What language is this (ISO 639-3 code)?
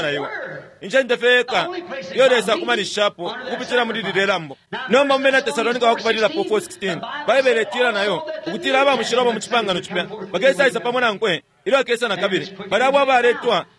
bem